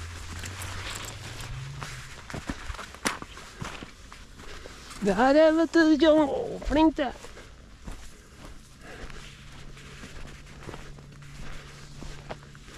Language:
Norwegian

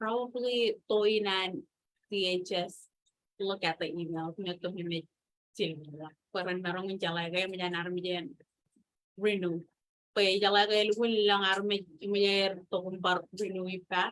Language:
Marshallese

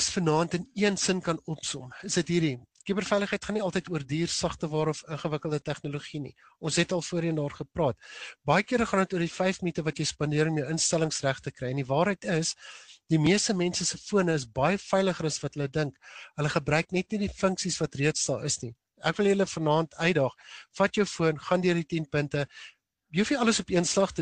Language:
Afrikaans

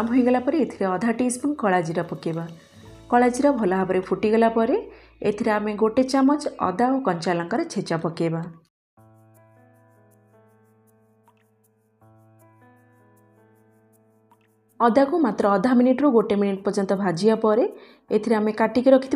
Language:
Odia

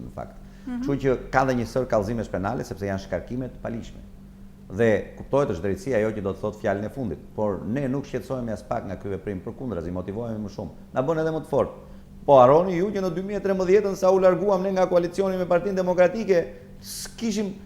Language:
Albanian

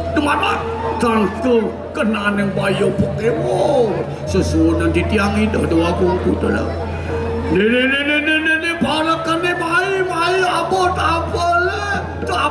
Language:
Balinese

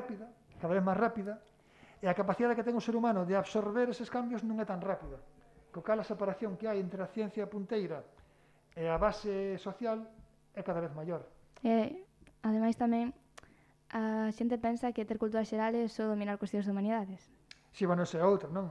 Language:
Galician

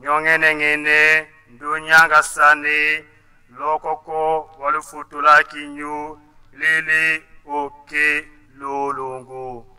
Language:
Tetela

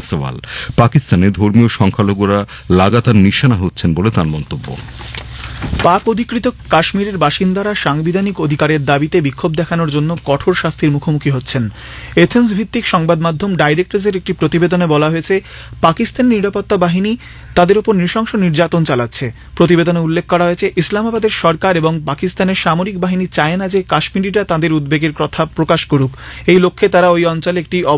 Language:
Bangla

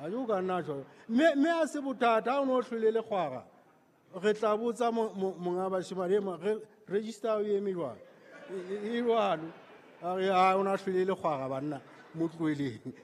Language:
Southern Sotho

